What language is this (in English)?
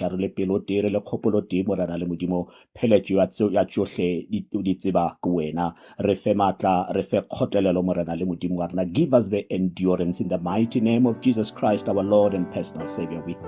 Northern Sotho